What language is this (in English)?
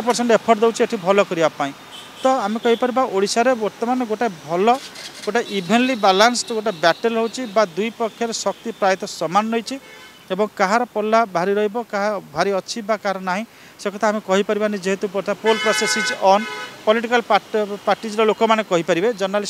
Odia